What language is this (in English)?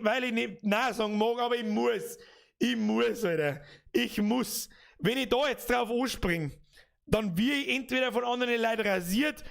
Bavarian